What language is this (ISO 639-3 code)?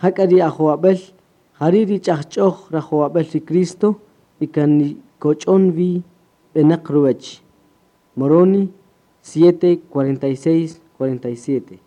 cak